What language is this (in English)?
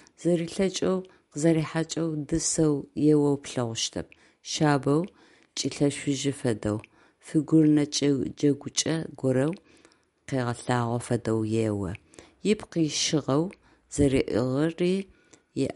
Adyghe